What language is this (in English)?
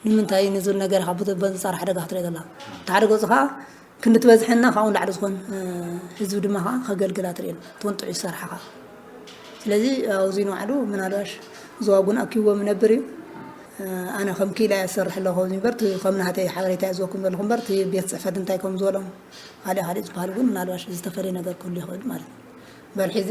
Tigrinya